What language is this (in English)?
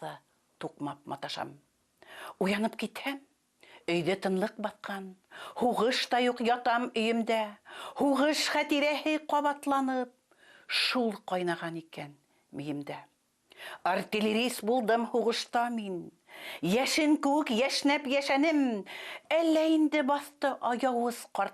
Bashkir